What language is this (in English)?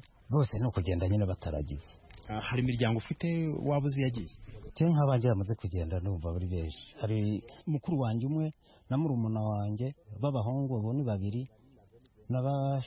Kinyarwanda